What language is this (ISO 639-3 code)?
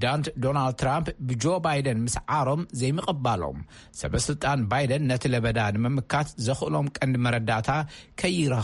tir